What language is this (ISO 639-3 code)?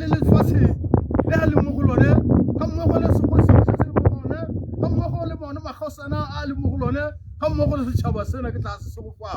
tsn